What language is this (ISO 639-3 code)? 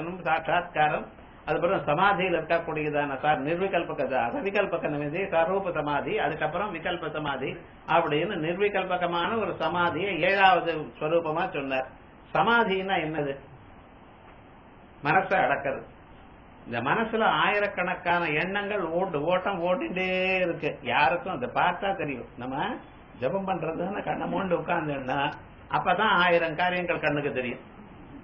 tam